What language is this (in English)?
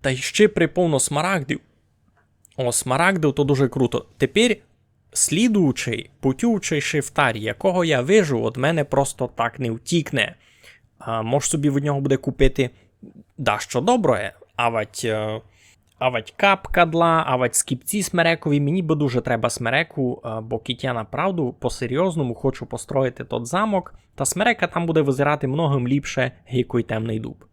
Rusyn